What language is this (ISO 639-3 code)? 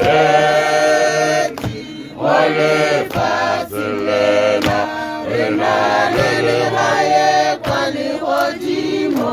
tsn